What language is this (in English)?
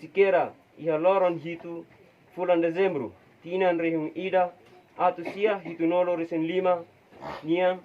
Tetum